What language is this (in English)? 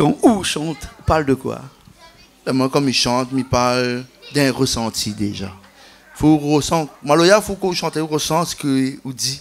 Réunion Creole French